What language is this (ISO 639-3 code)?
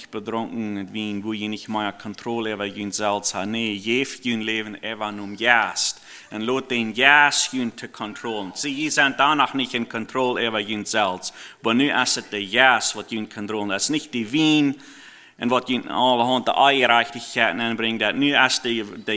pdt